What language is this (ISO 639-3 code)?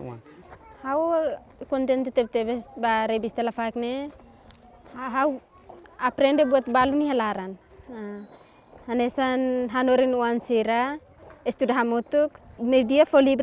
tet